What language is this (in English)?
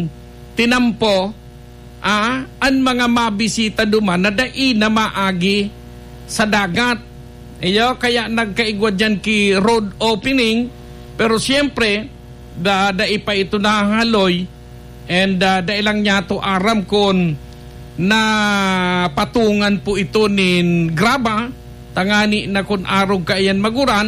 Bikol